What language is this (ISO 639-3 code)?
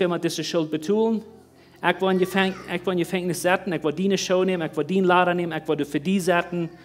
pdt